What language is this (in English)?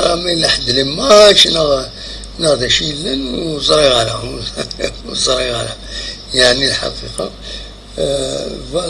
Kabyle